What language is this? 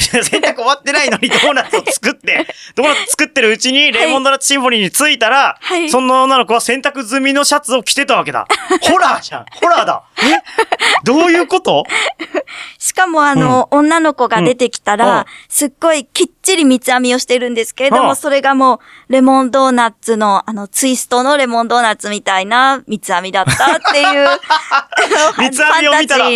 Japanese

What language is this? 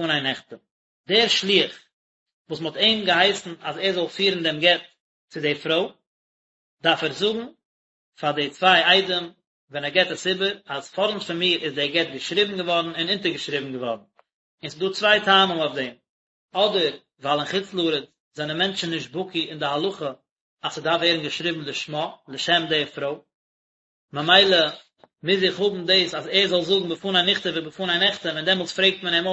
Yiddish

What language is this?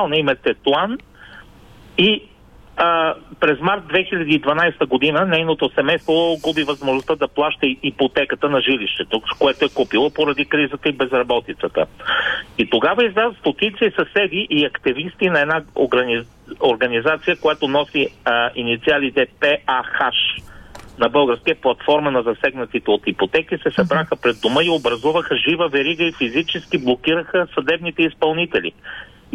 Bulgarian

